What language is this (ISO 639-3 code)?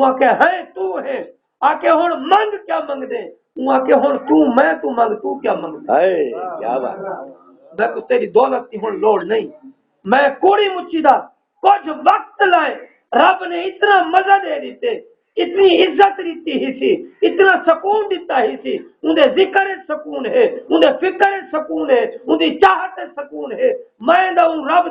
skr